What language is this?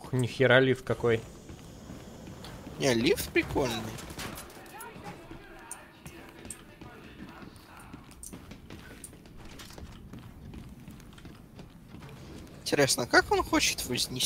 Russian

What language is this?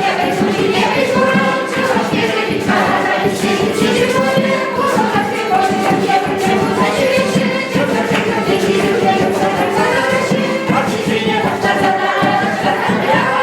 Chuvash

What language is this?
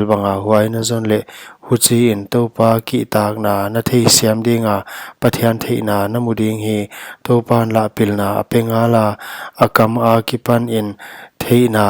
Paite Chin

